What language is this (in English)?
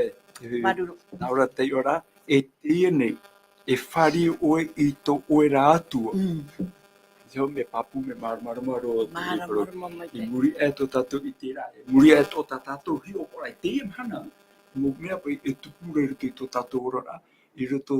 Tahitian